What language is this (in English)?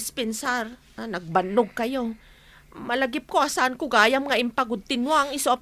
Iloko